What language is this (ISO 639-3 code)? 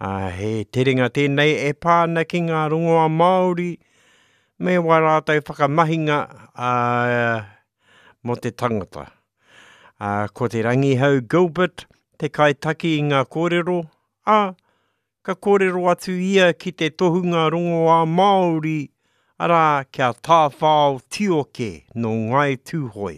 mri